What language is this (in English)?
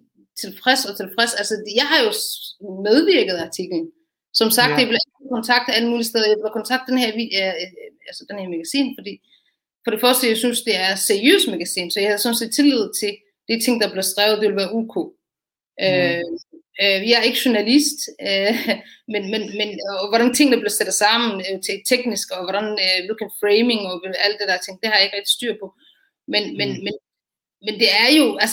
Danish